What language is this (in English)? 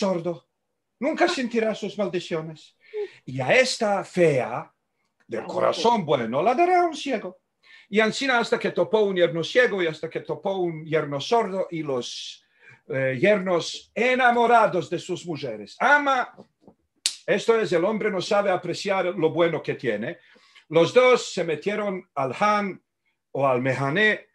Ladino